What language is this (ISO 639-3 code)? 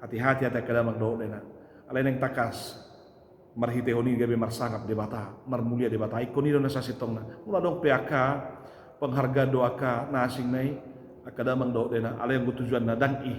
bbc